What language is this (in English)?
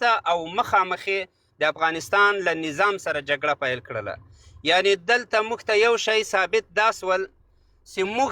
Pashto